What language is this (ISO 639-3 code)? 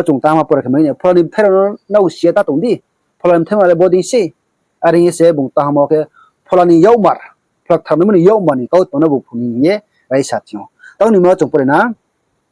ria